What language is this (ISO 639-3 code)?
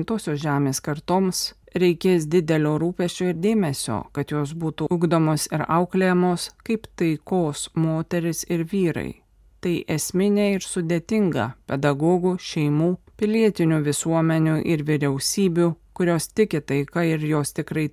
lit